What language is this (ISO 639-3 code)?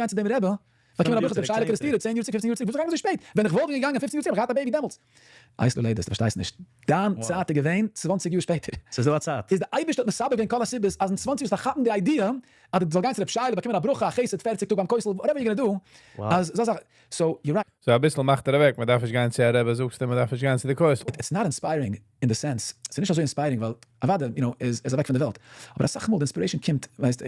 yid